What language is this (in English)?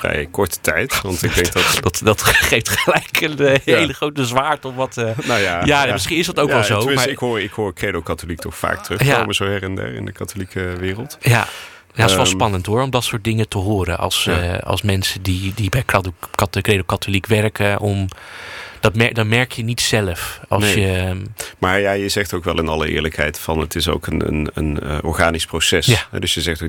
Dutch